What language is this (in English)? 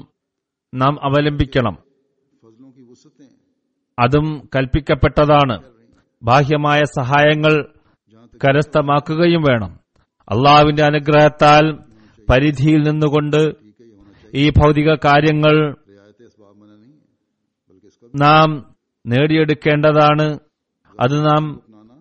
Malayalam